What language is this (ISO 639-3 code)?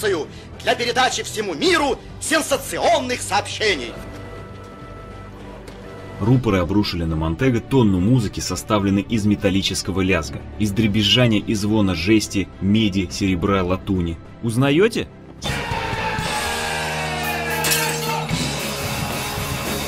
rus